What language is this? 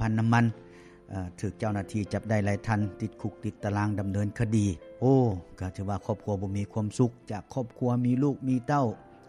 Lao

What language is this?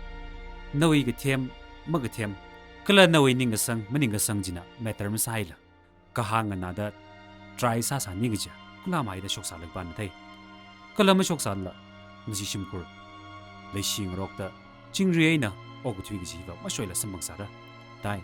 Tangkhul Naga (India)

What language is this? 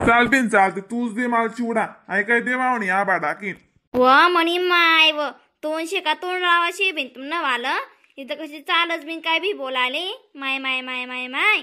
Khandesi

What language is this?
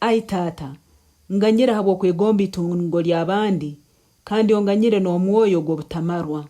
Nyankole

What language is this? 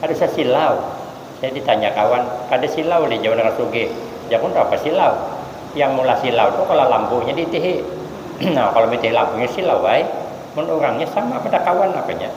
Banjar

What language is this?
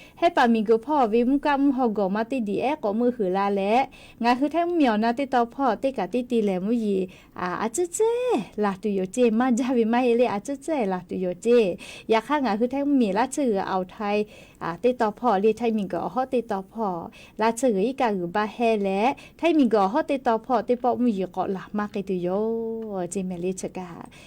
Lahu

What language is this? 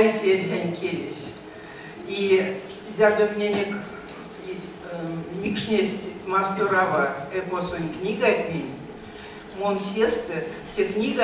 Erzya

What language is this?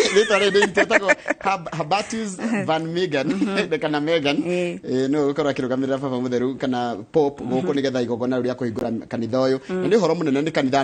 Kikuyu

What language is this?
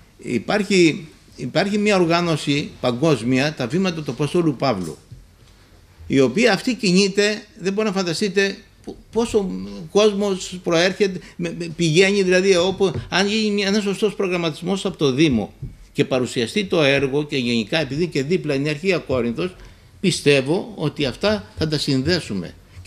Greek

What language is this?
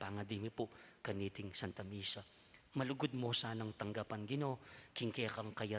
Pampanga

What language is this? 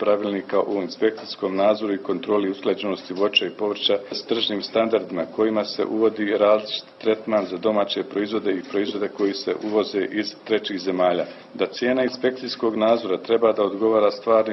Bosnian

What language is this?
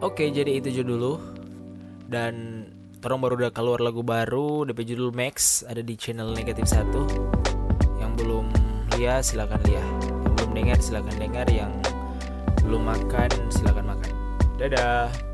Manado Malay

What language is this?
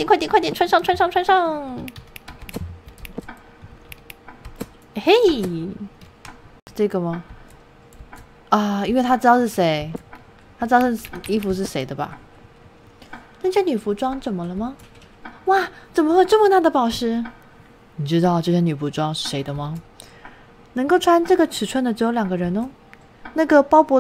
Chinese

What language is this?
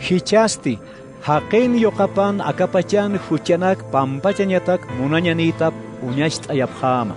Aymara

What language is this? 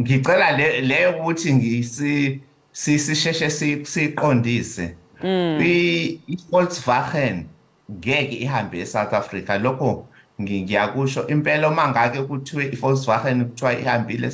Zulu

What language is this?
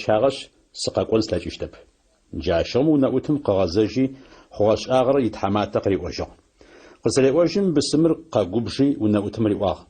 Adyghe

